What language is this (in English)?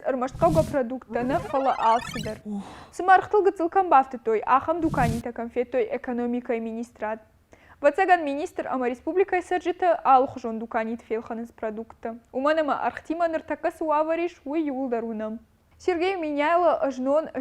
Ossetic